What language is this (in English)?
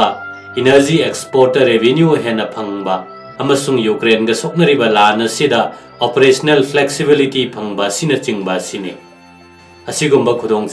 Manipuri